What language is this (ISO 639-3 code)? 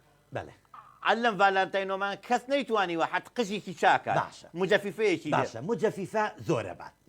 ckb